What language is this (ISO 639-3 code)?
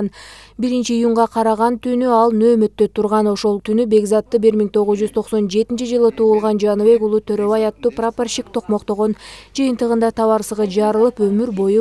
kir